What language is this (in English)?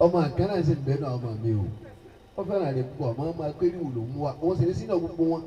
Yoruba